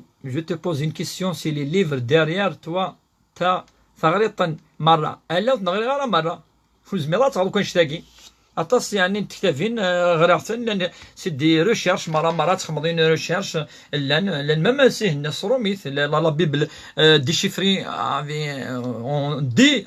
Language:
Kabyle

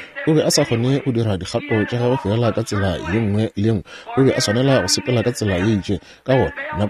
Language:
Northern Sotho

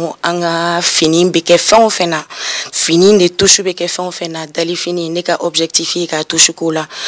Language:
Bambara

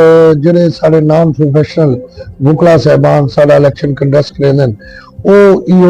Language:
Saraiki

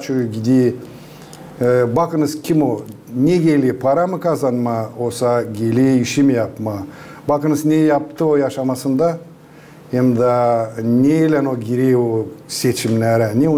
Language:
Gagauz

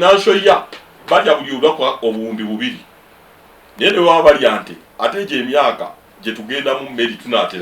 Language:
Ganda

